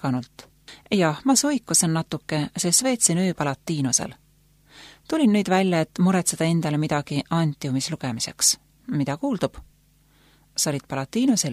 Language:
Estonian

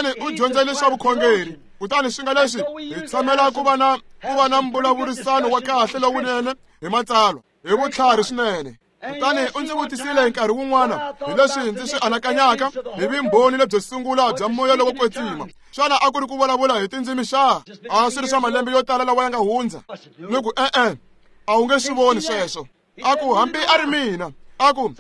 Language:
Tsonga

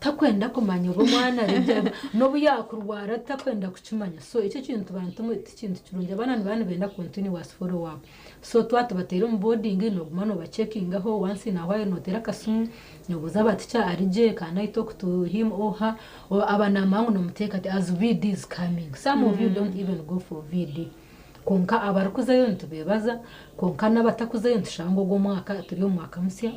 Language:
Nyankole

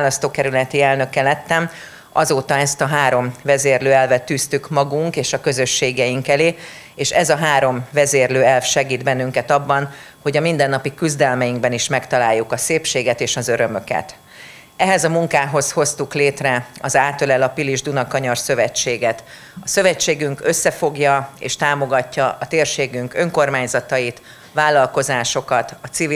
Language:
Hungarian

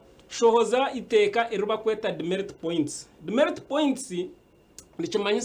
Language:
Nyankole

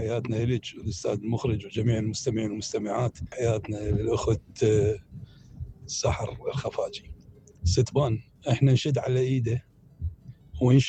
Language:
Mesopotamian Arabic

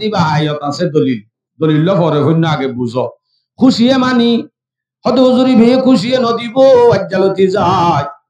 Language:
Rohingya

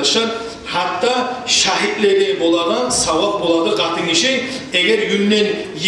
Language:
Kumyk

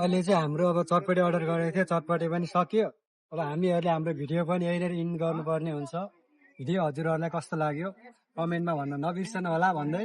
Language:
Nepali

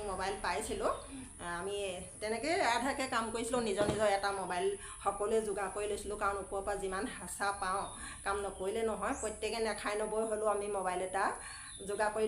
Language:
Assamese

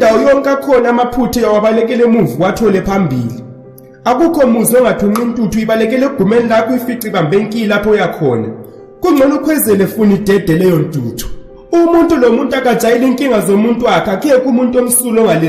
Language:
Zulu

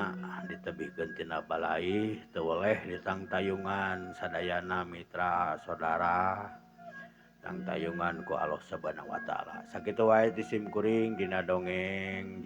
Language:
Sundanese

